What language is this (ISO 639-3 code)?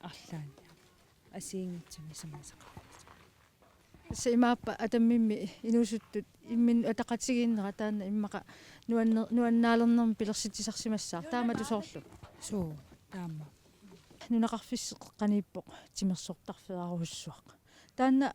kal